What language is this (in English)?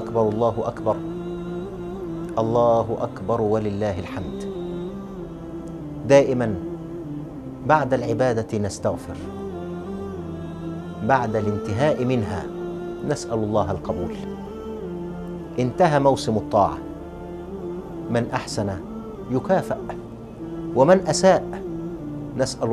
Arabic